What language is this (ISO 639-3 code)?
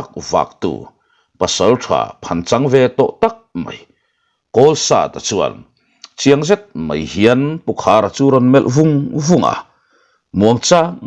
lus